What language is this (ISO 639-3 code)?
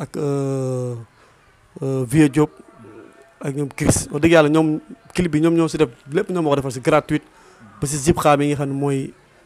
wol